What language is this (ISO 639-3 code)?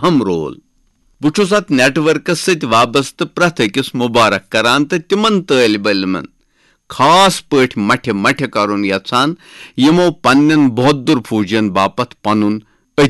kas